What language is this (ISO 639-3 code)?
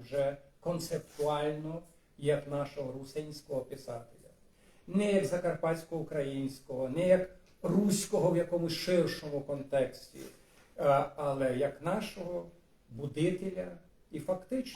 rue